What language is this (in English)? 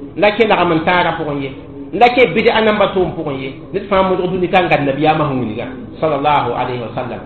Mossi